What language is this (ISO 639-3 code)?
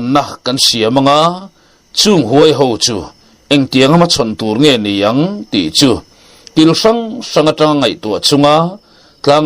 lus